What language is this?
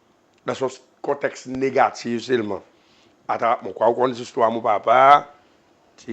Seselwa Creole French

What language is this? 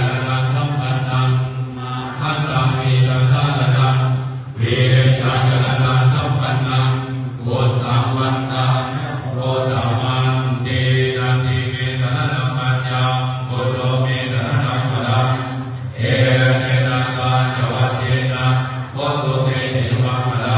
Pali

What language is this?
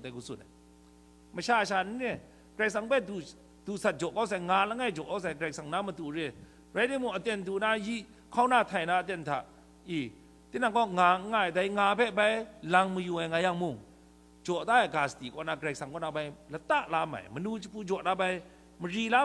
Kachin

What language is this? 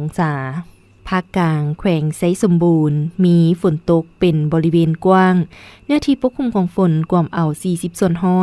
Lao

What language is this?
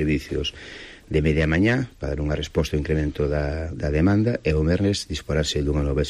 Galician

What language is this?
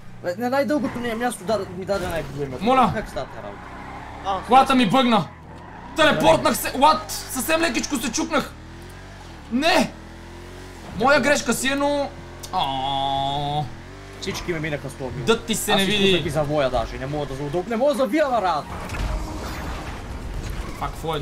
Bulgarian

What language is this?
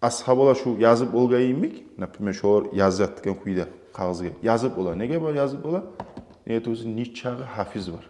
Kumyk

